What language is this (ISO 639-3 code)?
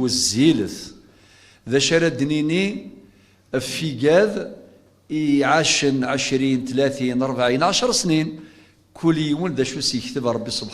kab